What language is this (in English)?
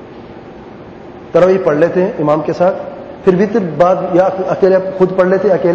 Urdu